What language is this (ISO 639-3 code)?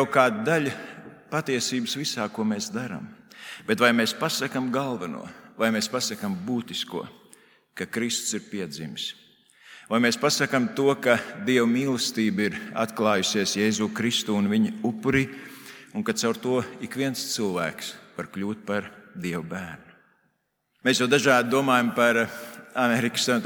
lav